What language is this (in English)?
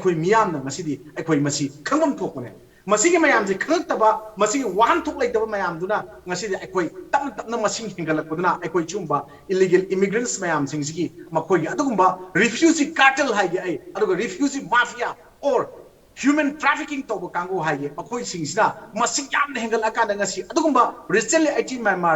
Manipuri